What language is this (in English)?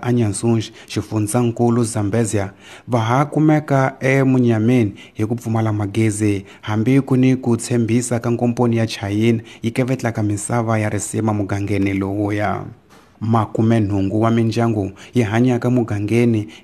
Tsonga